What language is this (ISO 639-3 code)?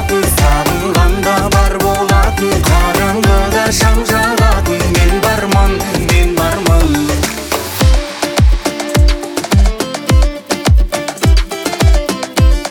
kaz